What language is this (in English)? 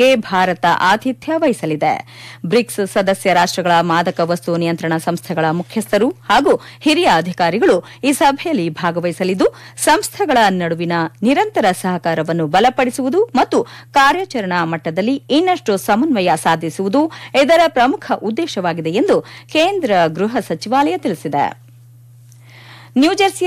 Kannada